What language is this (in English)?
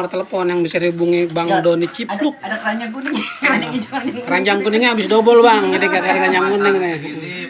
Betawi